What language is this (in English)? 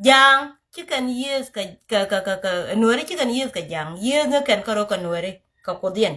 Nuer